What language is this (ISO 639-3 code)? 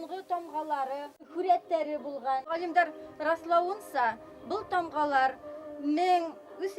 bak